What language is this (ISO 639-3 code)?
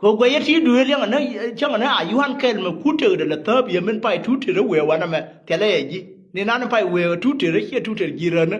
nus